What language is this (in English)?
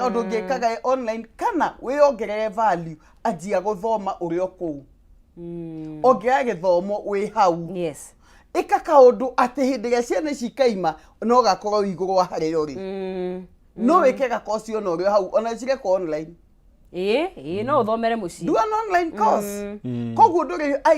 Kikuyu